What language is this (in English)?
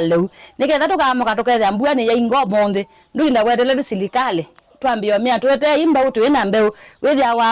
Kamba